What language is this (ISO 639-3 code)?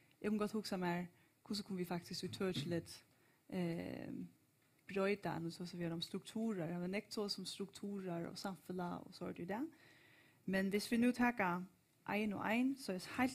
fao